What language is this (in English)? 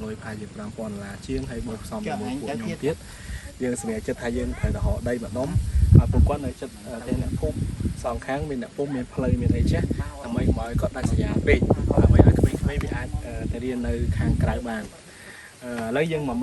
Khmer